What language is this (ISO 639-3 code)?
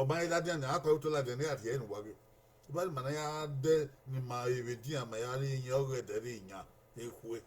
bin